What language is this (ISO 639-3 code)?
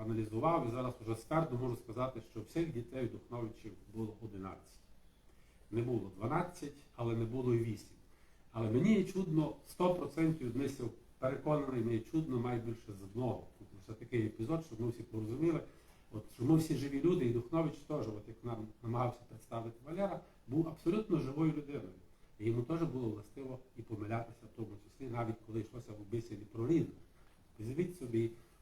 rue